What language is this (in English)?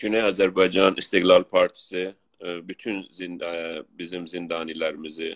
South Azerbaijani